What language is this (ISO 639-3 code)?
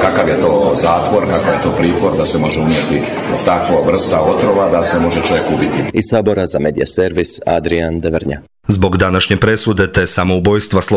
hrv